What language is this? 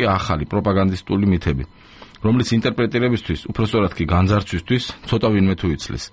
Georgian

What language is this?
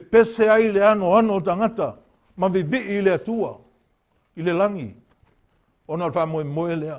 Samoan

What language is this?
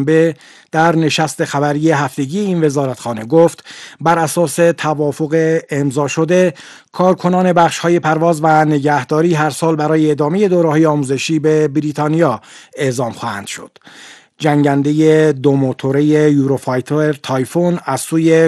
Persian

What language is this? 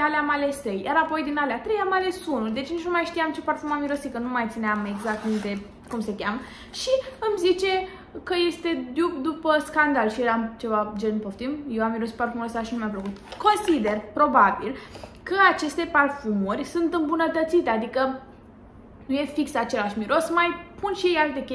Romanian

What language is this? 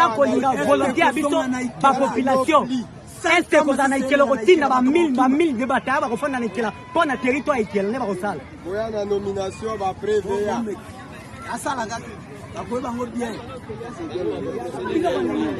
French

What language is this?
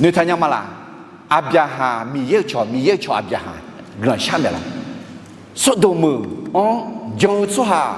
Akha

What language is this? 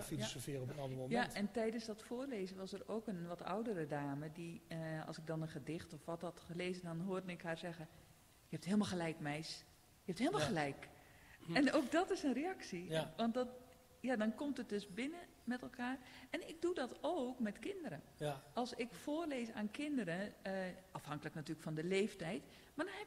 Dutch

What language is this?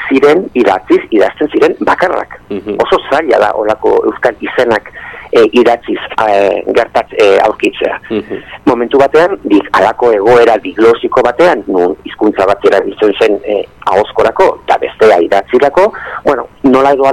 Basque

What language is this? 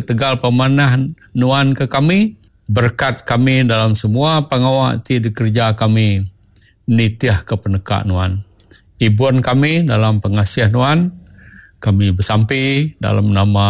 Iban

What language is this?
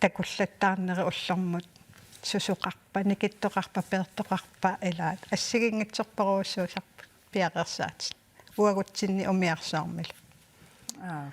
Kalaallisut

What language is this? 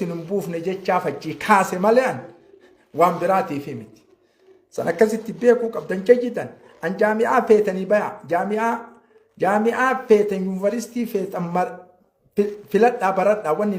Oromo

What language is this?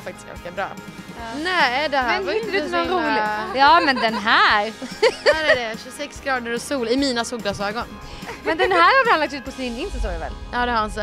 Swedish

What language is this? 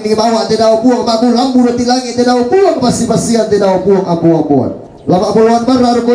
Toraja-Sa'dan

